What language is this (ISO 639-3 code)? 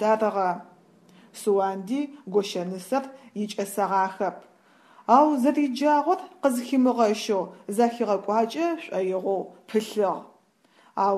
ady